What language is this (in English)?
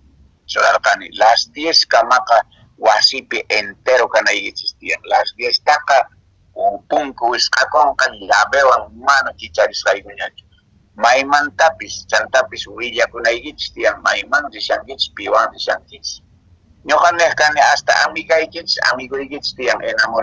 Quechua